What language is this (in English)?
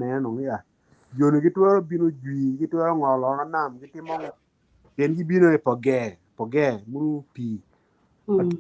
Acoli